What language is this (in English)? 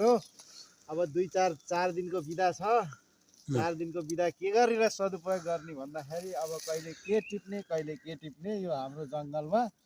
Nepali